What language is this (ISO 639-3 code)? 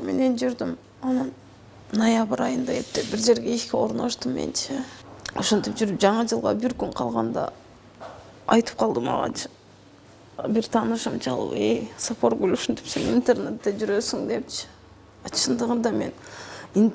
kir